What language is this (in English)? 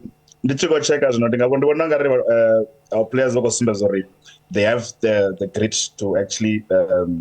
Venda